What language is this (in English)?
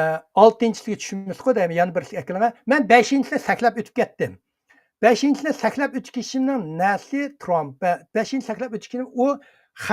Uyghur